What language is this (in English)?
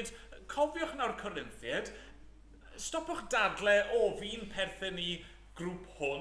Welsh